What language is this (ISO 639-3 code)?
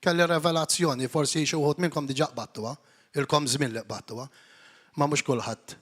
mlt